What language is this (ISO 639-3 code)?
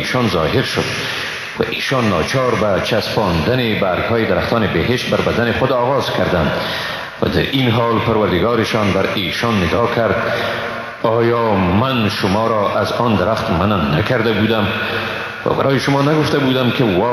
fas